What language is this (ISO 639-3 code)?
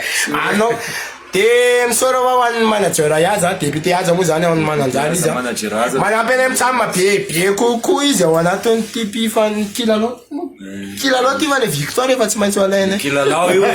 mlg